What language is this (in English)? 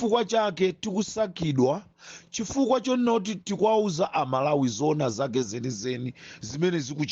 Nyanja